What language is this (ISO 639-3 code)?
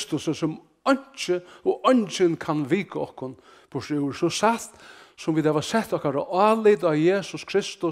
fao